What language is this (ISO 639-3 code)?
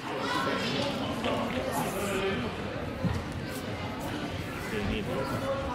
swe